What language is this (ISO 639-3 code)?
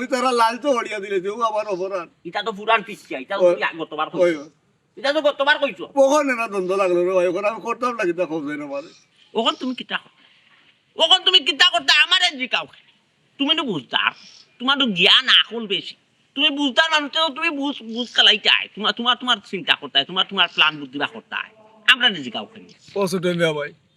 syl